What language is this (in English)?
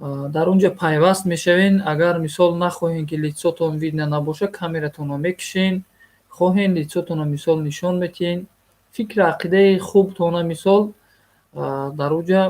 Tajik